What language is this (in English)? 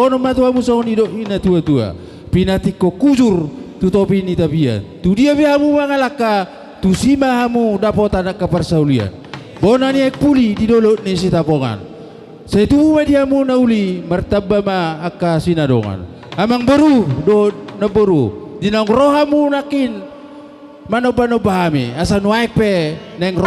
Batak Toba